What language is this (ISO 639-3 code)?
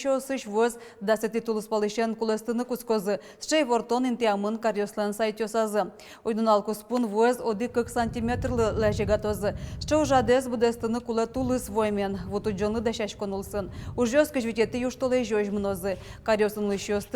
udm